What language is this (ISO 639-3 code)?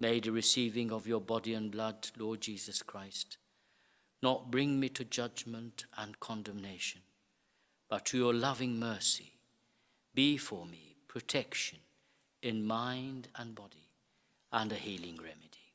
eng